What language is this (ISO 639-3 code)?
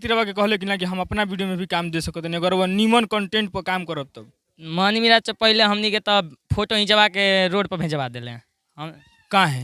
bho